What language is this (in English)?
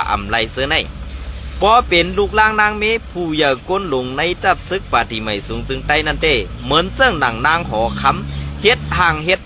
Shan